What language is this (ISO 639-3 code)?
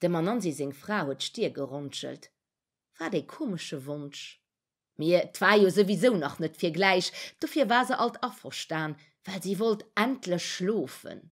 ltz